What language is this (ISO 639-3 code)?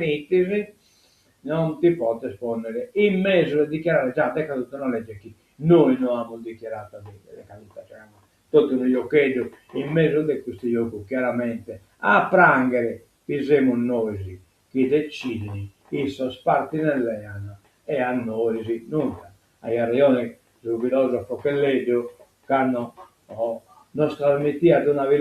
srd